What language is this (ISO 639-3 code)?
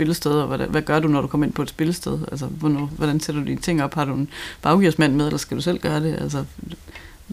dan